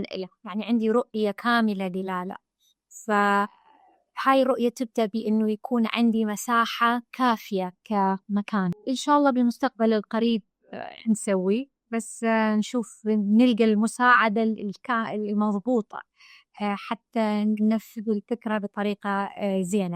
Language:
Mesopotamian Arabic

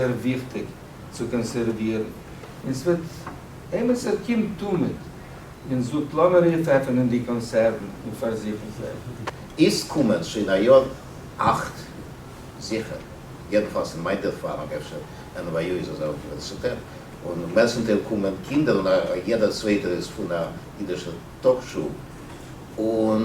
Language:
Yiddish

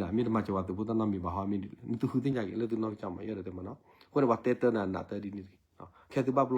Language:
S'gaw Karen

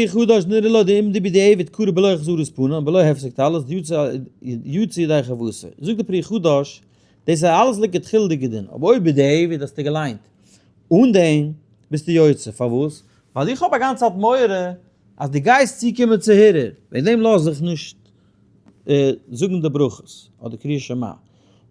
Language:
Yiddish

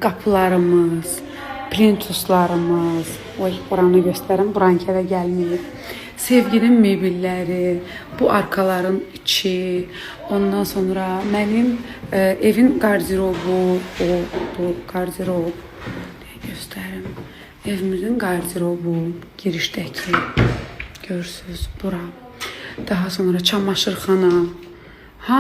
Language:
Azerbaijani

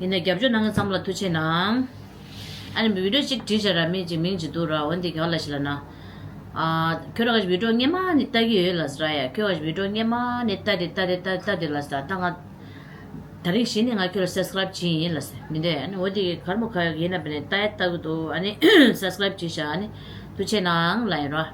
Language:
Tibetan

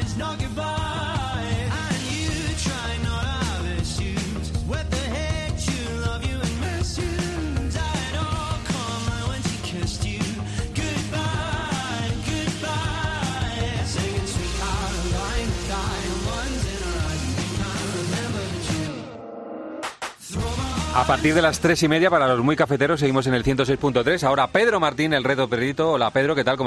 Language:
Spanish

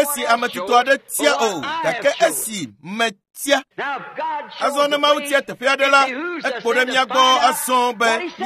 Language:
Ewe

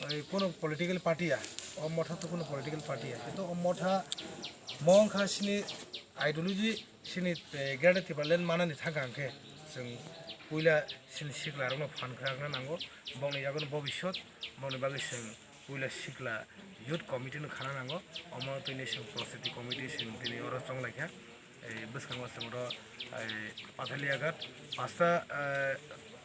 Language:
Kok Borok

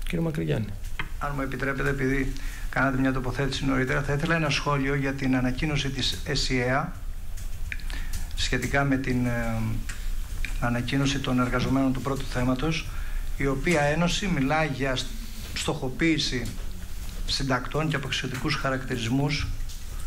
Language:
Greek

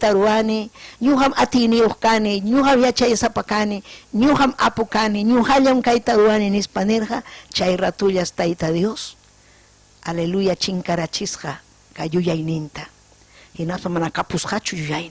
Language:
Ayacucho Quechua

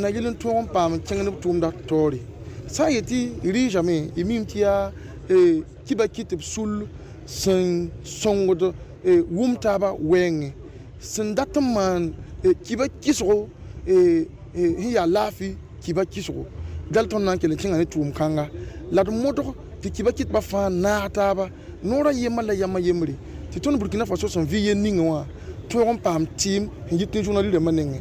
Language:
Mossi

